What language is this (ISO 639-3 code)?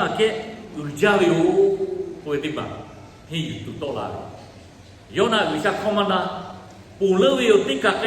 lhu